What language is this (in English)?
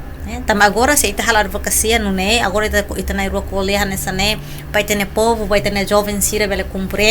Tetum